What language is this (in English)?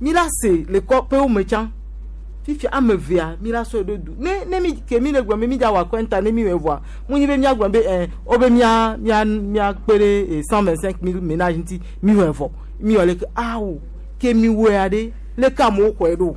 Gen